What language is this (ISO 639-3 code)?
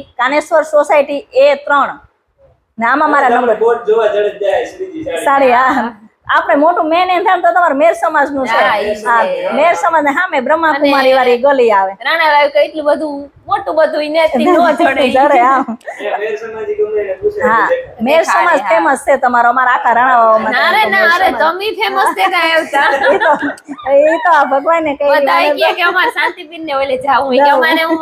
guj